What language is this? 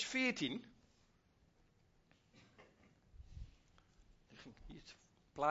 Dutch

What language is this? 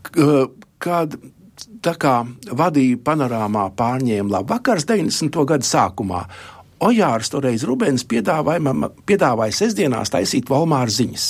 Latvian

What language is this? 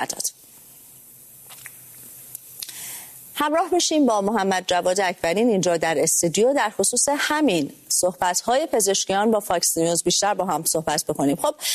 Persian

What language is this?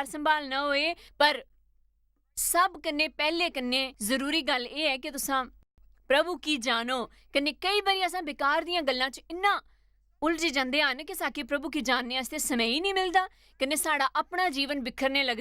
Dogri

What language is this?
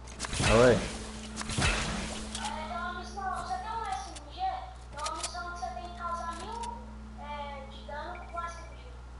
Portuguese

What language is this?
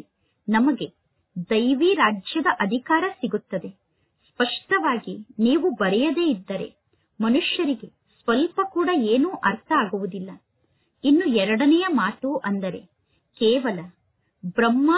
Kannada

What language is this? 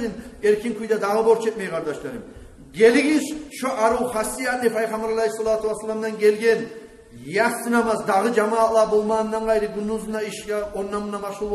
Kumyk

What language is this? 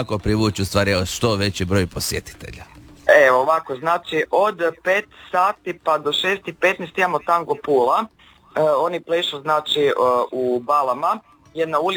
Croatian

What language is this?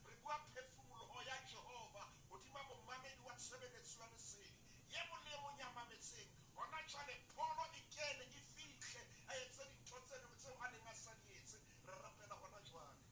Southern Sotho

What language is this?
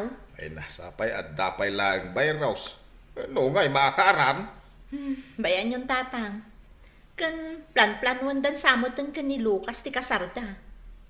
Iloko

